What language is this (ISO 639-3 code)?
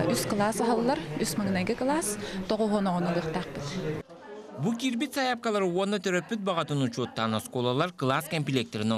sah